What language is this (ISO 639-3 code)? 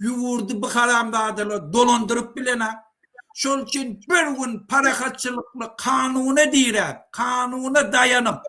tuk